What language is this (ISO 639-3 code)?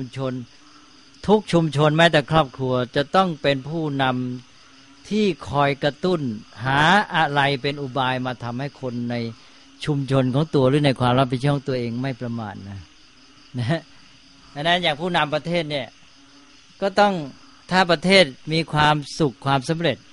tha